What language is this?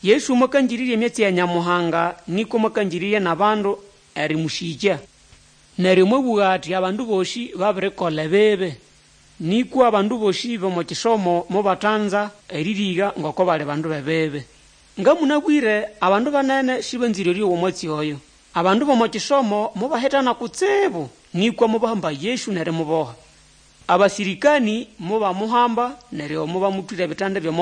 Nande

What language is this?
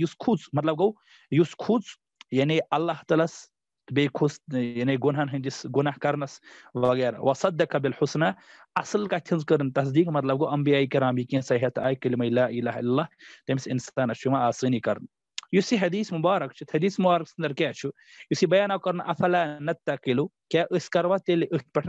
Kashmiri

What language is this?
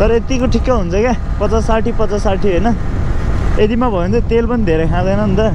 Nepali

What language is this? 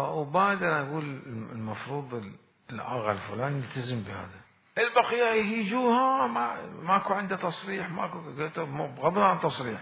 Mesopotamian Arabic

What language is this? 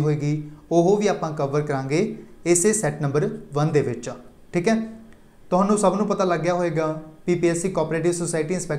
Punjabi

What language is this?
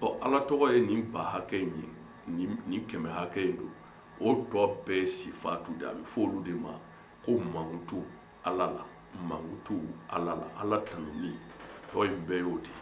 Bambara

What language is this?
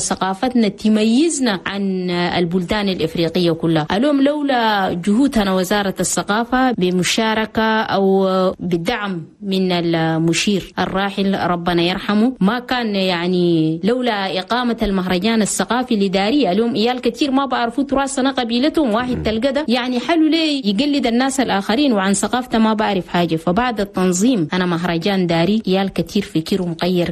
Chadian Arabic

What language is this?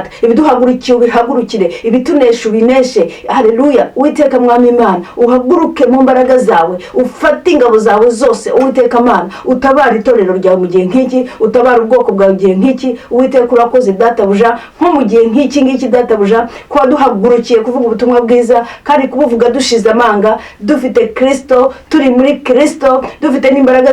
Kinyarwanda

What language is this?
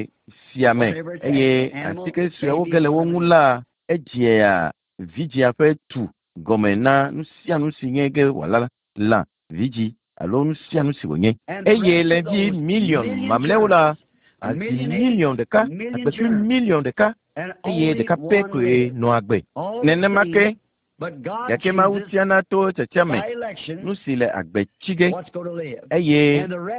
Ewe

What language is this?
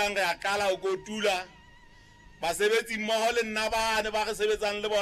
Southern Sotho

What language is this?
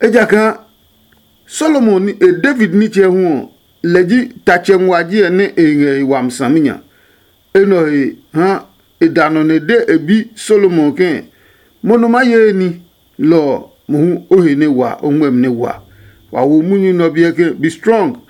Adangme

